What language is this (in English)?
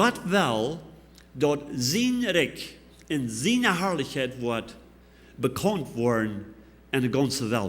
Plautdietsch